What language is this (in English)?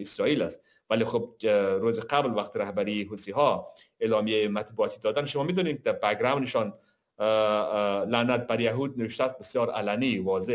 Persian